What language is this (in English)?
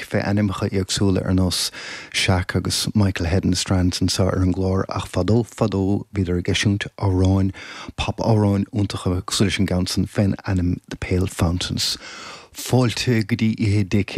Irish